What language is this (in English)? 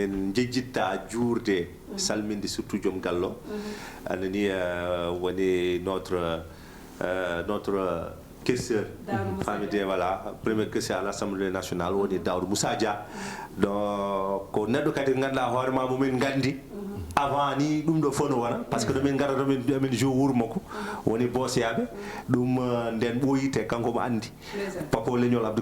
Fula